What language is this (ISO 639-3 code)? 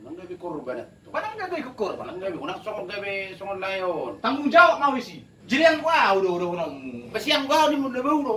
bbc